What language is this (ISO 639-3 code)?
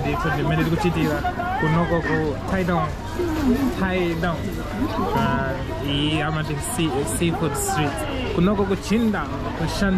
nya